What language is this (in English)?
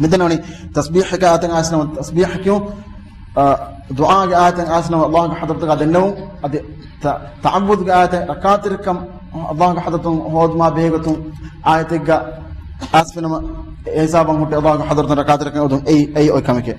Divehi